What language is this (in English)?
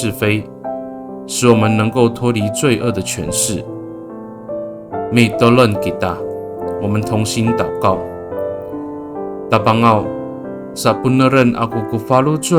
Amis